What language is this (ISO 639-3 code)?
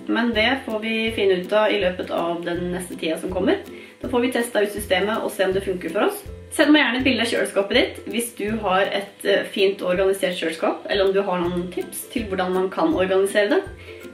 nor